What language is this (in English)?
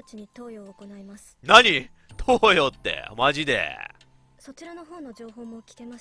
Japanese